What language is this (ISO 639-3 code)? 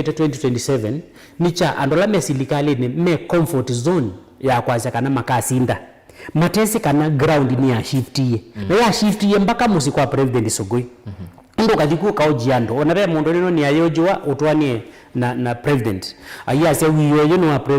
kam